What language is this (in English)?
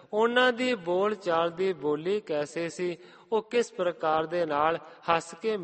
Punjabi